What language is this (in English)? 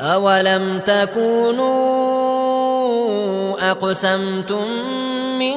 Persian